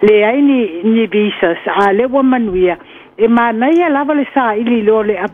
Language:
Samoan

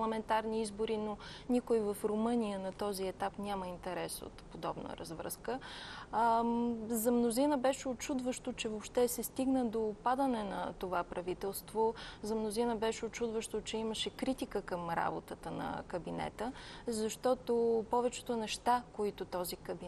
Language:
Bulgarian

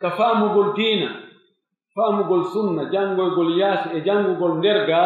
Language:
Pular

